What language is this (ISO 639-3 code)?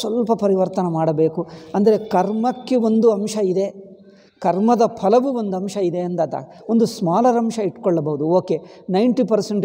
kan